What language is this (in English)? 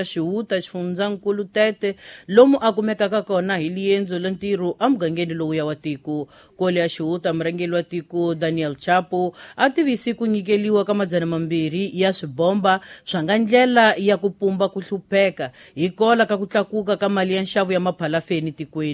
Tsonga